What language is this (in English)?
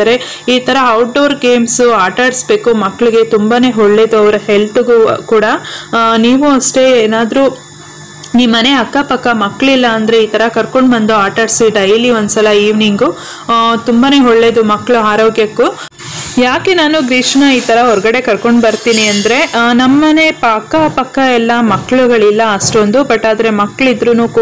Kannada